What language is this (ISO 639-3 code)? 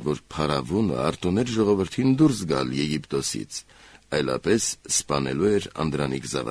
hye